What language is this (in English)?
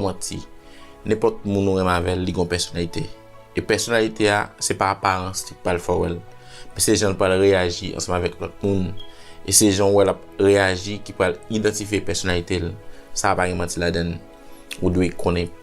Haitian Creole